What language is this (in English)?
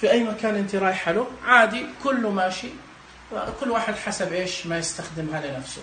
Najdi Arabic